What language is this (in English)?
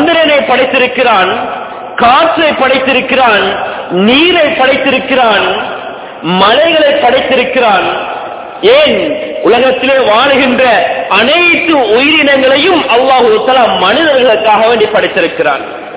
Tamil